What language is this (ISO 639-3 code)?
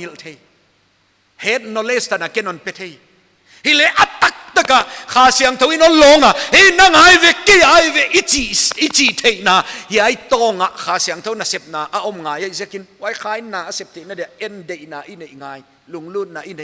pck